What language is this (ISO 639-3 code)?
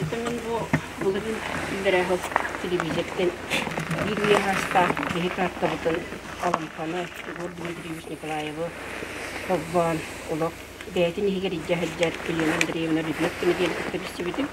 sah